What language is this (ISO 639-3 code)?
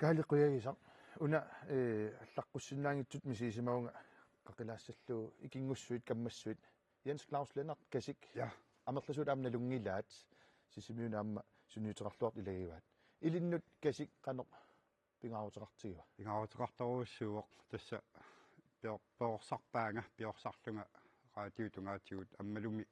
kal